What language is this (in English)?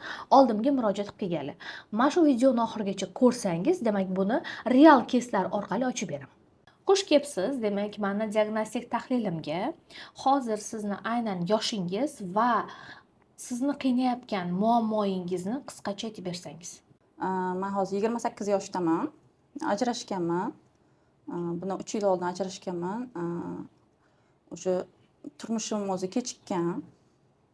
Uzbek